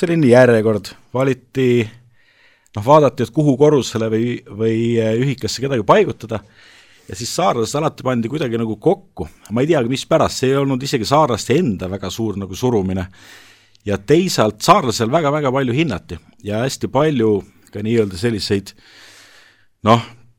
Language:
Estonian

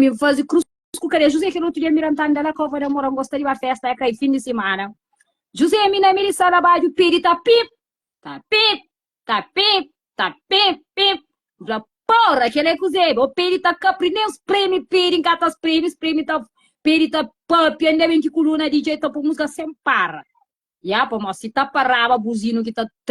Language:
Kabuverdianu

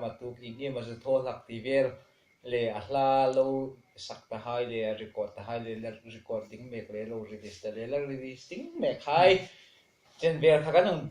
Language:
Hmar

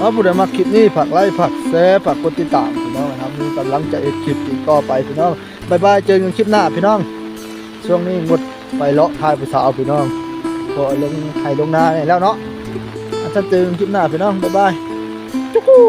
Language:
Northeastern Thai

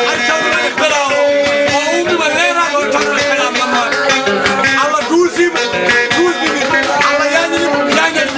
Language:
Fula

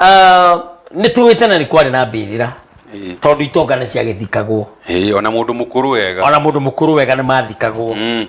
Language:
Kikuyu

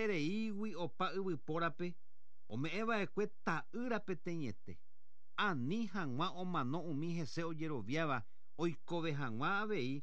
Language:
Guarani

